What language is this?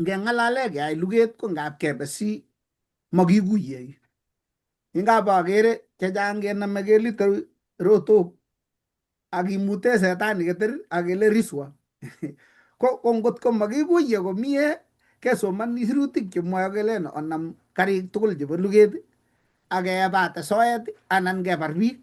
Kalenjin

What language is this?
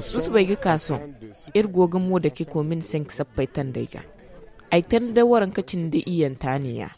Zarma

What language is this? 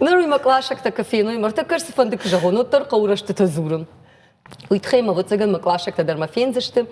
Ossetic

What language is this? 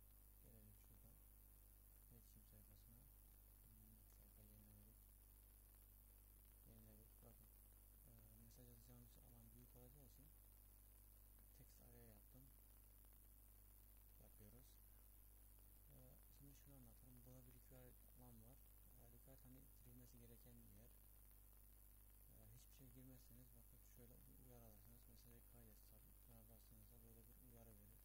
Turkish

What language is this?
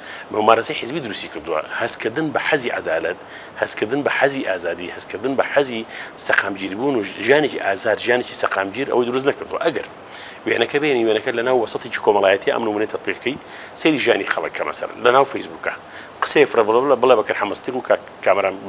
Central Kurdish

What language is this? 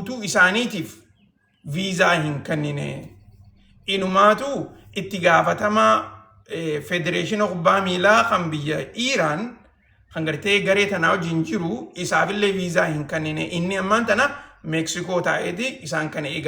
Oromo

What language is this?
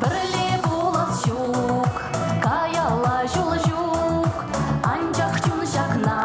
Chuvash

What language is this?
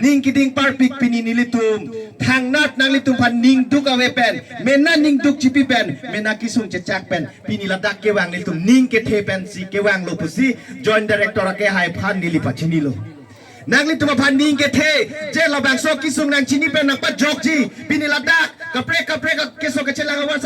Karbi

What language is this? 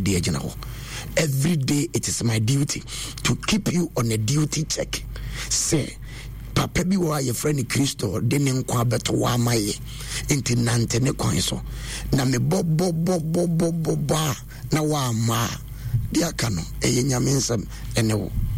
Akan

